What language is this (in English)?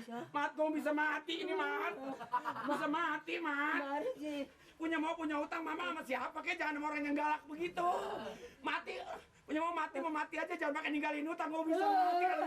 Betawi